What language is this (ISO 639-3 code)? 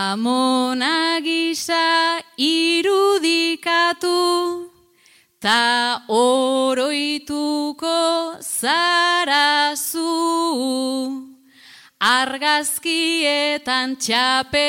eus